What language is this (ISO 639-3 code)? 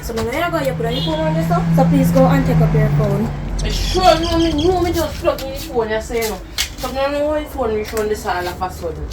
jam